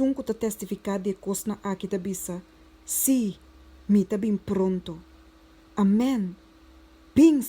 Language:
Papiamento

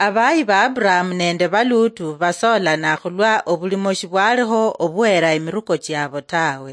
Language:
Luyia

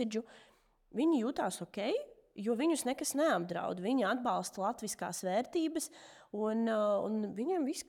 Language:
Latvian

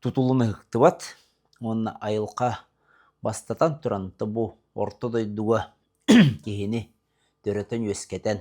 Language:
Yakut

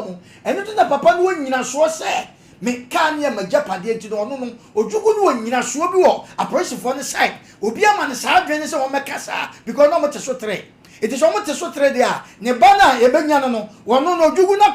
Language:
Akan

